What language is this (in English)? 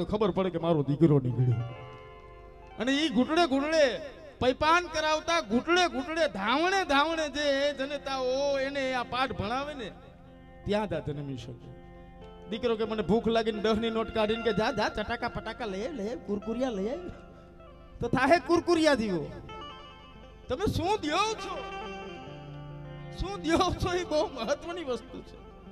Gujarati